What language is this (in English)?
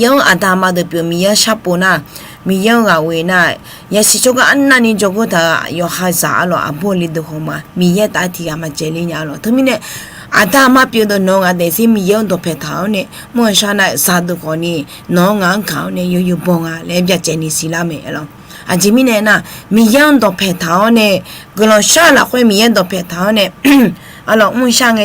Akha